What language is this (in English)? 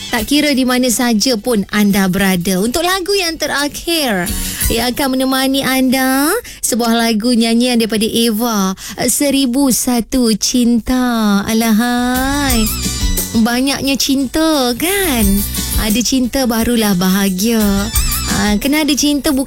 Malay